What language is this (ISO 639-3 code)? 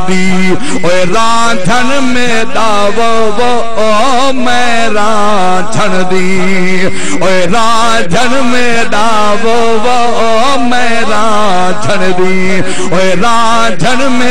skr